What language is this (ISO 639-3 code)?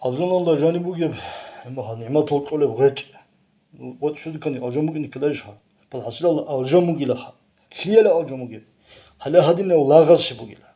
ava